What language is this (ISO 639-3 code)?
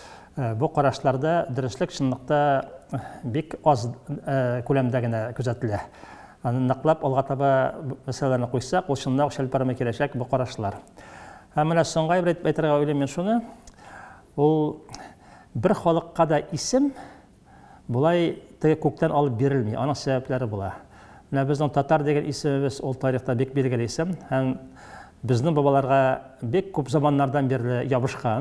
tat